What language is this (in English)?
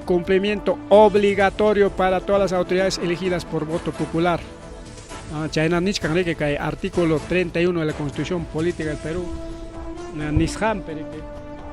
Ayacucho Quechua